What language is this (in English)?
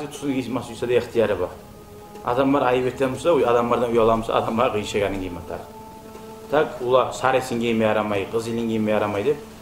Kumyk